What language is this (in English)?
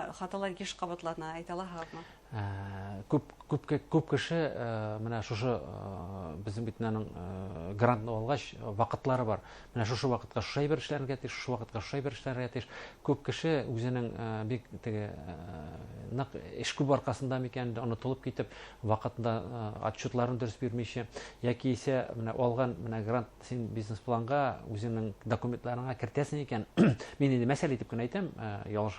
Bashkir